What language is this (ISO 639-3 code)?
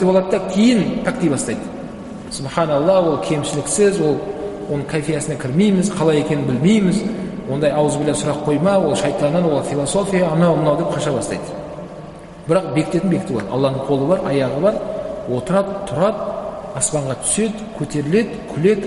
kaz